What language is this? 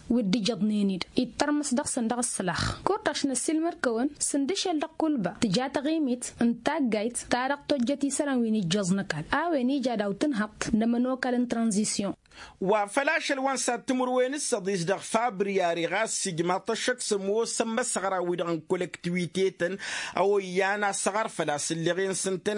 Tamasheq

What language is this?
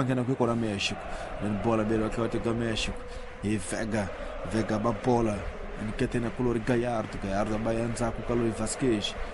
Tsonga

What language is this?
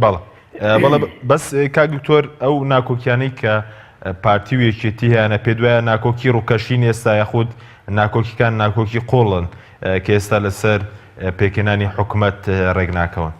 Central Kurdish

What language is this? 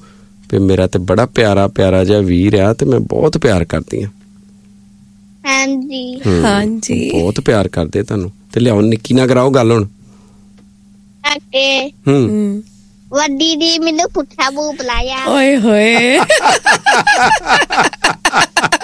Punjabi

